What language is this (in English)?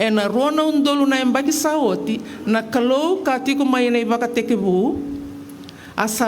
Fijian